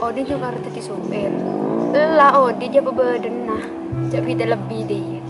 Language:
Madurese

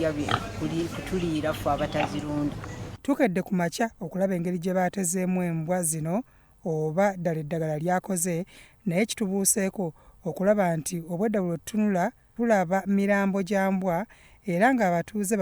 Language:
Ganda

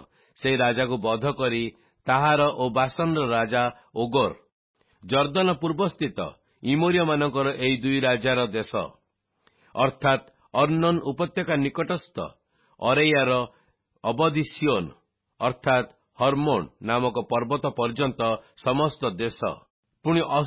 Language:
Odia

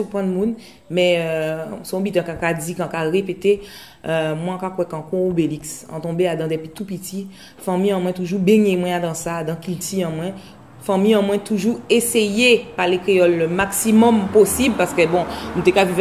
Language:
Guadeloupean Creole French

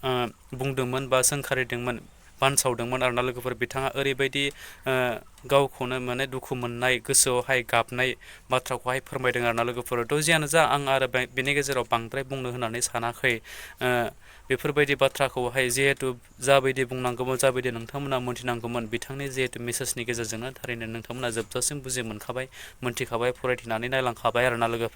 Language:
Bodo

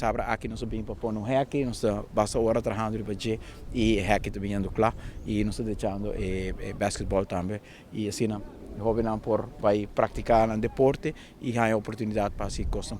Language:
Papiamento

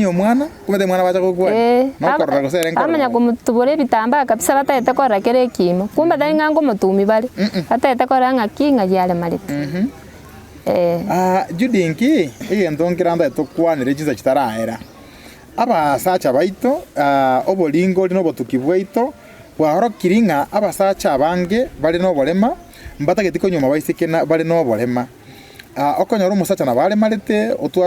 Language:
Gusii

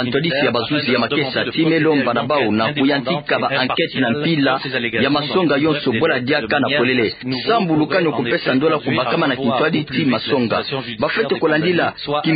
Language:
Kituba (Democratic Republic of Congo)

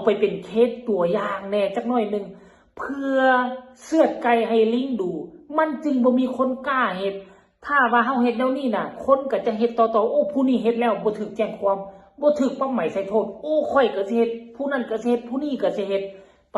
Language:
Lao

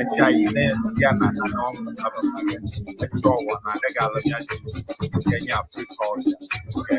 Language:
Ewe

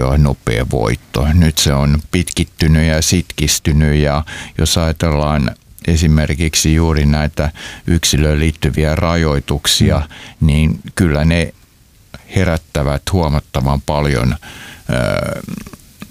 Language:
Finnish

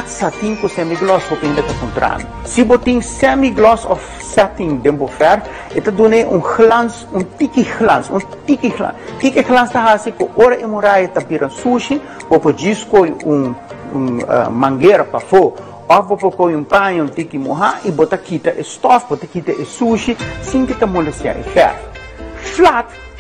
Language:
Papiamento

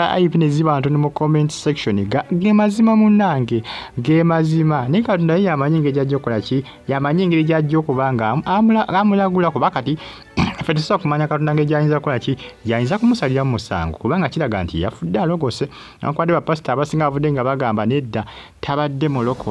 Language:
Ganda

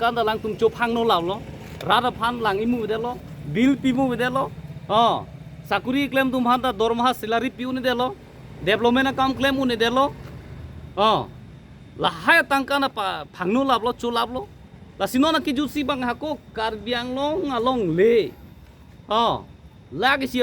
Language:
Karbi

